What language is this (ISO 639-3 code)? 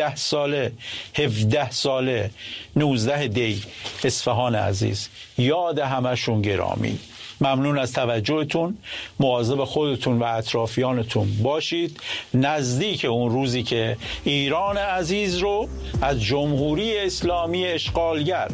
fas